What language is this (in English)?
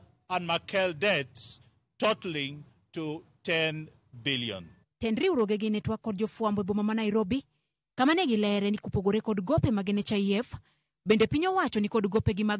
Luo (Kenya and Tanzania)